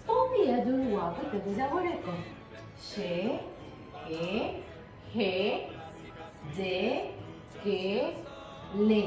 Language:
Guarani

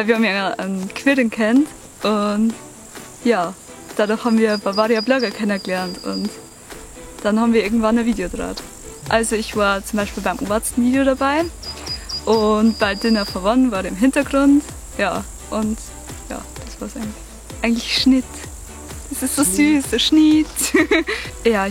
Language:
Bavarian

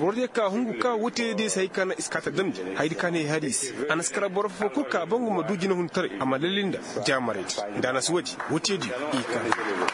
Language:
Koyraboro Senni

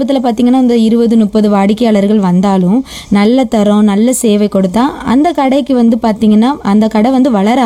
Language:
Tamil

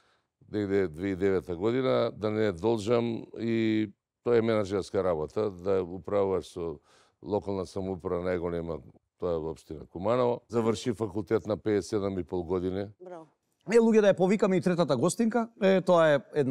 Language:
Macedonian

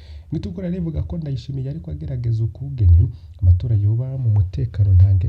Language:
Rundi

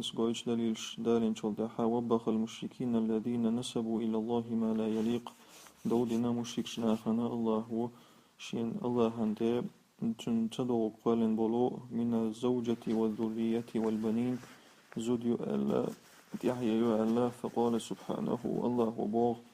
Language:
Chechen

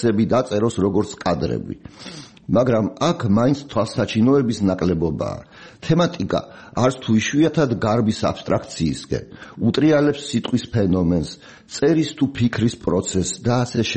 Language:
Georgian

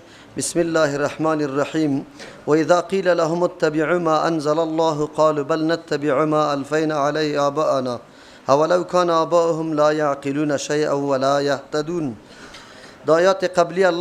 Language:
Persian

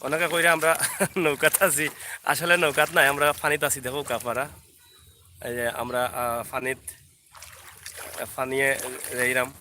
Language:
Sylheti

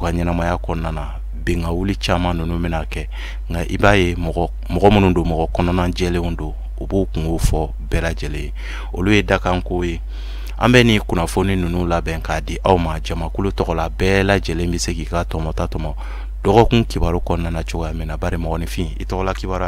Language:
Bambara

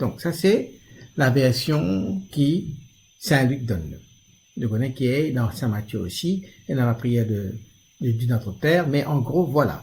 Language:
Morisyen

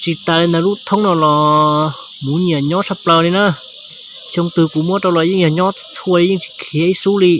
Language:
Hmong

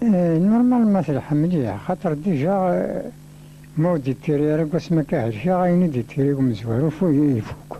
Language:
Kabyle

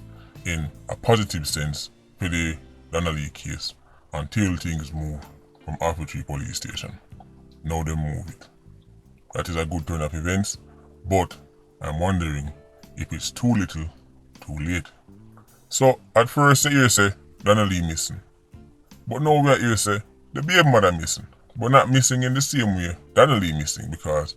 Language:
Jamaican Creole English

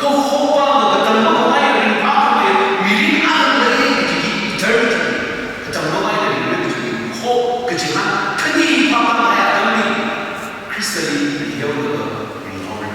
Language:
Tangkhul Naga (India)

